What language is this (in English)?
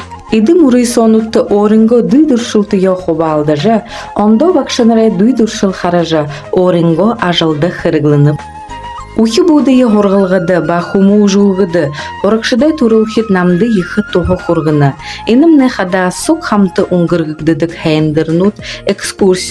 Buriat